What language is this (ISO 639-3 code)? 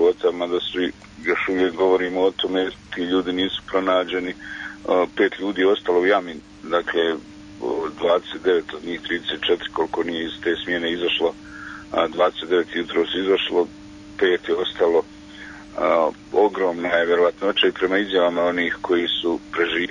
bos